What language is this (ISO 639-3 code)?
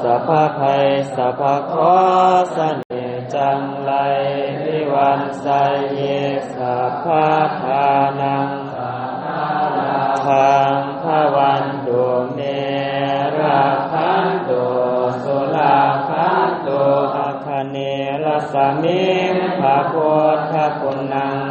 pli